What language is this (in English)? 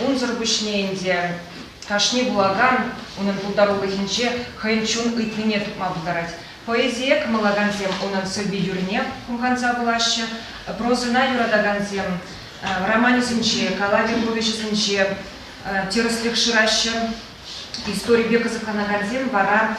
Chuvash